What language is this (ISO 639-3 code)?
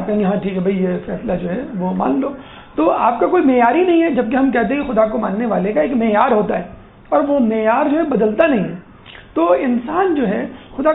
urd